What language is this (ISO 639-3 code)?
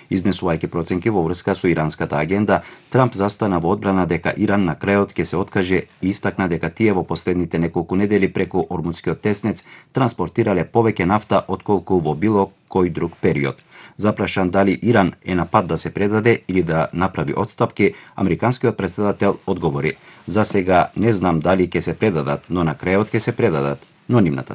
mkd